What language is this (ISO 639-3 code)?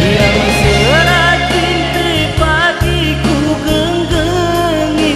btx